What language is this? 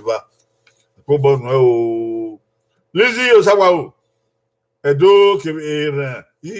Bini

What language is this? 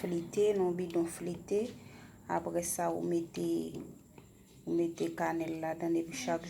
Haitian Creole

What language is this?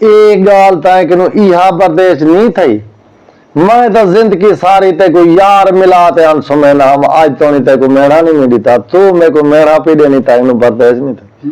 Saraiki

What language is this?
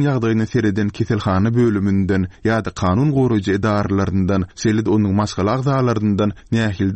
Turkmen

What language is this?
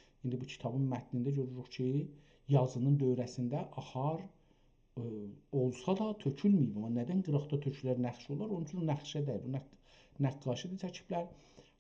South Azerbaijani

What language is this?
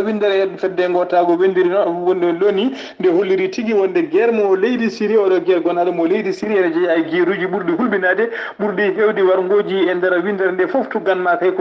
Fula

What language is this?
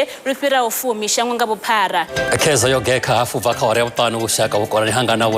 Venda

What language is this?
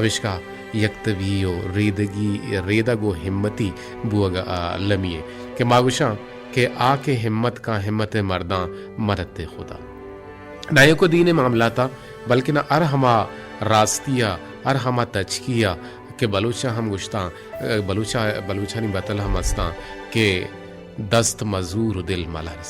Baluchi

